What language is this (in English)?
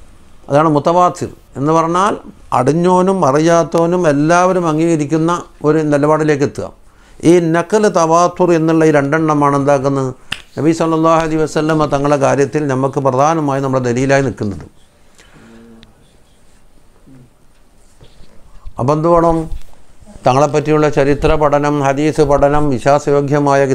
Malayalam